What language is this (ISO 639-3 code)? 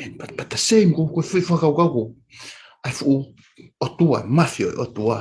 ton